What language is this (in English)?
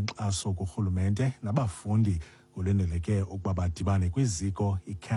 Xhosa